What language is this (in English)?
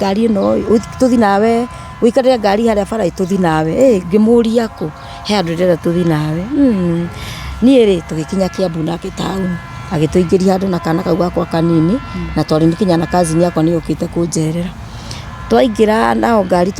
Kikuyu